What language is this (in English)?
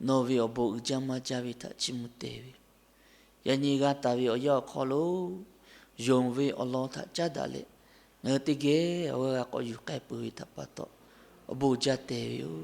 Lahu